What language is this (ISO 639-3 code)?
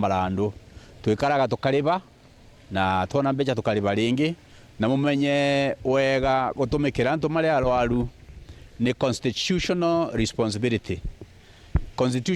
mer